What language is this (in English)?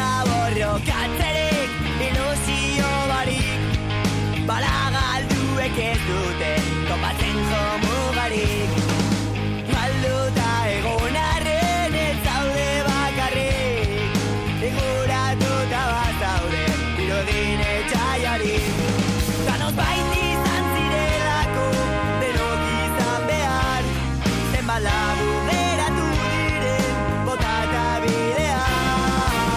Basque